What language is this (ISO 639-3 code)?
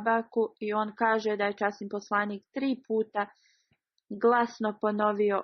bos